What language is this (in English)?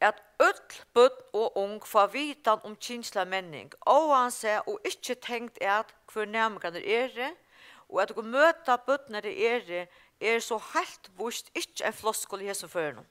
Faroese